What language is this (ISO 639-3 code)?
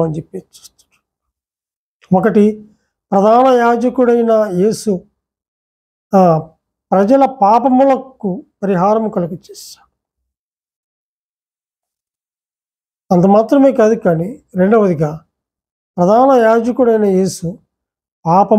tel